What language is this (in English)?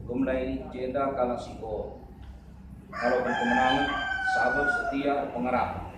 Batak Karo